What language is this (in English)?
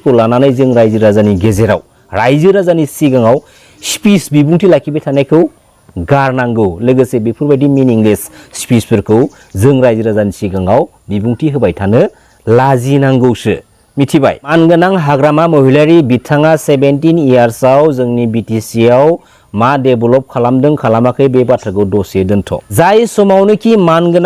Bodo